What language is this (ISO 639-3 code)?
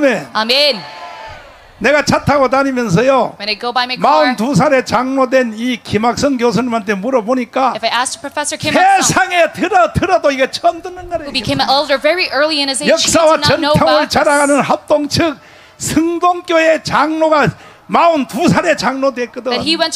kor